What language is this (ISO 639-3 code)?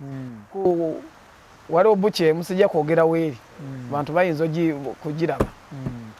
lug